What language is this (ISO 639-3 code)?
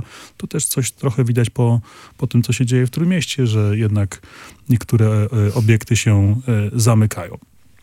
pol